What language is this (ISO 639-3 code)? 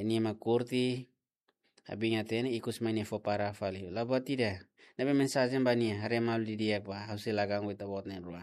tet